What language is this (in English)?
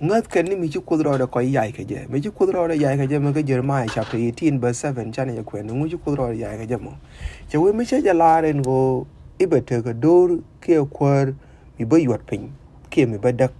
Nuer